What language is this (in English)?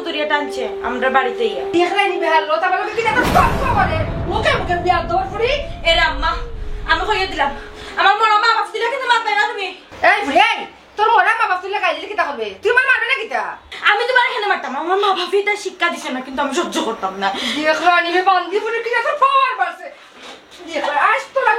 Sylheti